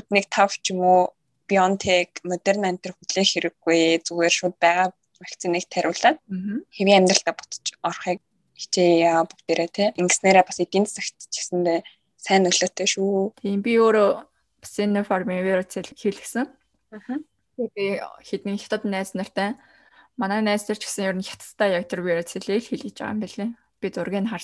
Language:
Mongolian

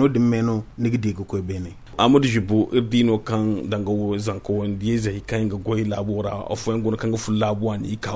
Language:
Zarma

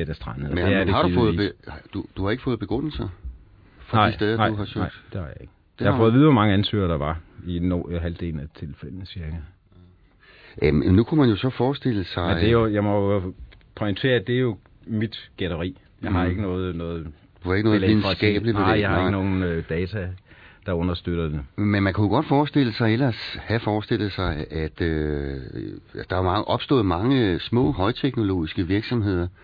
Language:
Danish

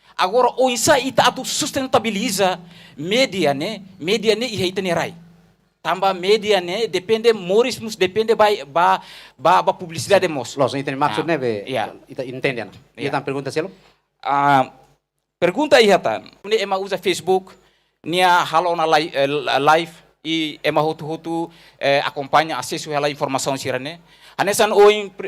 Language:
Tetum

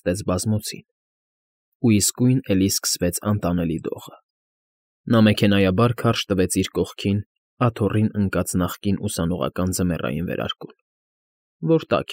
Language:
Armenian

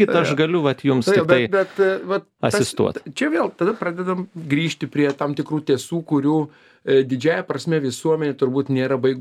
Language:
Lithuanian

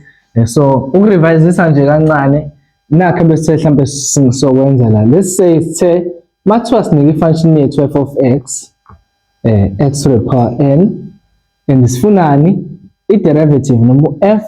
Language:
Zulu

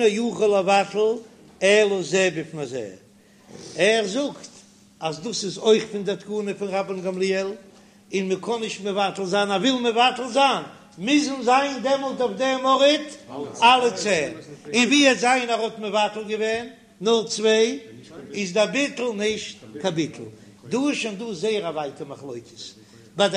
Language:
Yiddish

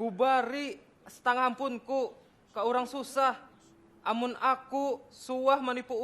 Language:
Banjar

